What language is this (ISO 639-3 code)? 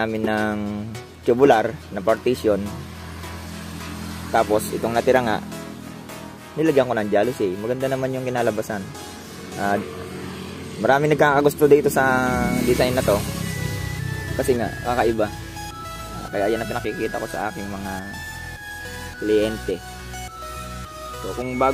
fil